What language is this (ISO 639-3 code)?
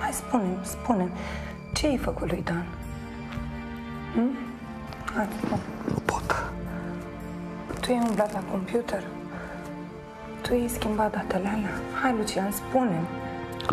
ron